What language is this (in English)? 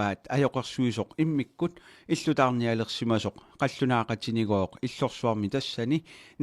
Kalaallisut